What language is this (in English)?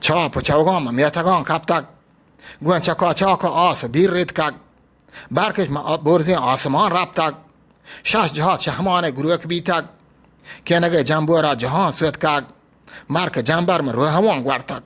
Eastern Balochi